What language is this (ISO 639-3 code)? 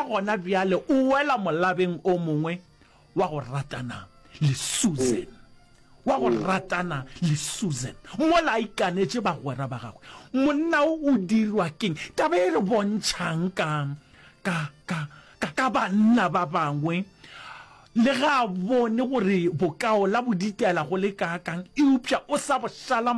nso